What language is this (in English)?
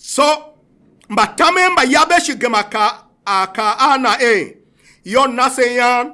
Tiv